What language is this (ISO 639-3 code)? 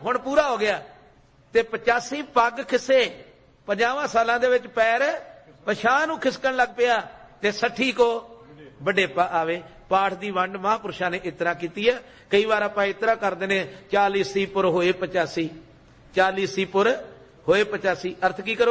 pan